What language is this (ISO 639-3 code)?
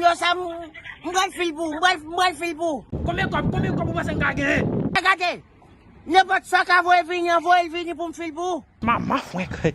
hat